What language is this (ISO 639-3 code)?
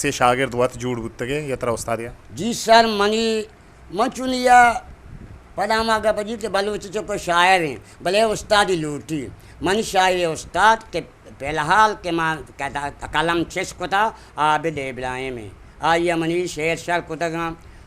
bgp